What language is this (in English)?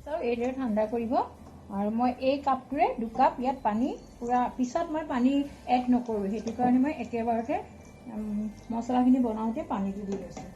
Assamese